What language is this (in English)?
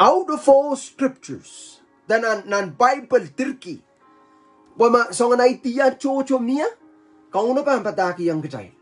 Pohnpeian